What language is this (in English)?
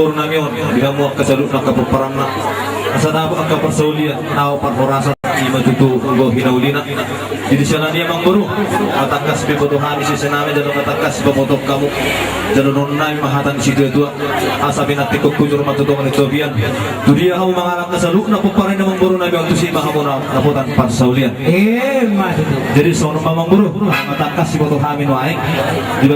Batak Toba